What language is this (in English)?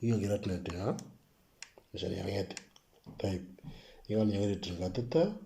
Moro